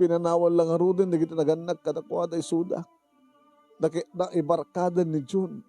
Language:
Iloko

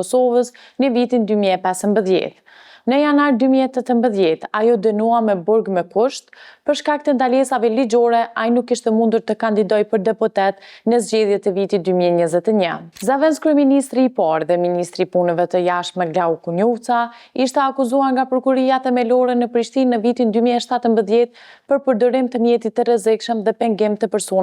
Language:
Albanian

